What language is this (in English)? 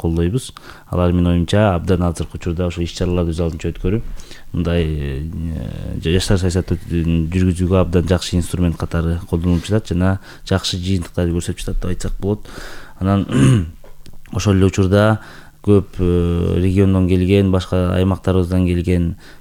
Kyrgyz